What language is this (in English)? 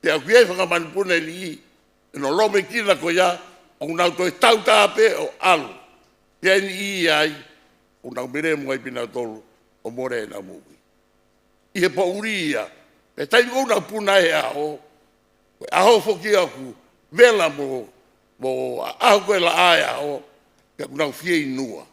Tongan